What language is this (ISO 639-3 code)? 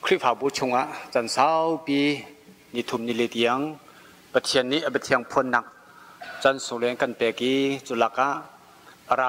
cnh